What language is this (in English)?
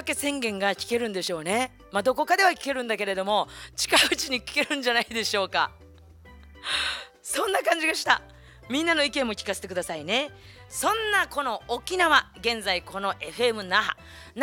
Japanese